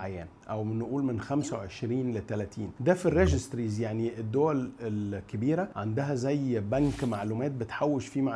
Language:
Egyptian Arabic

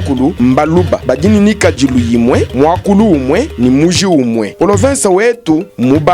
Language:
Luba-Lulua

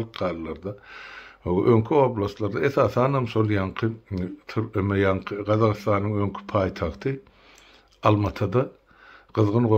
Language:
Turkmen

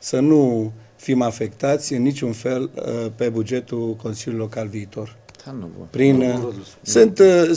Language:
Romanian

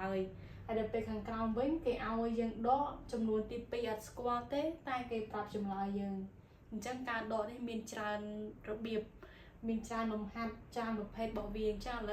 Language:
Khmer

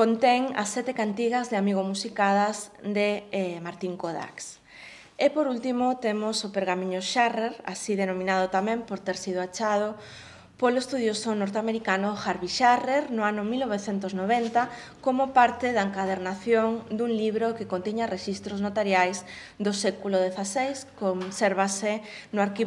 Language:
Galician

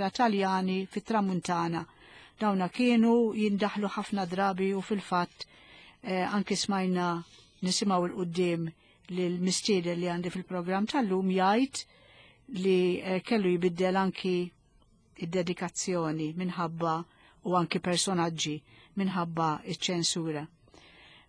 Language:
Maltese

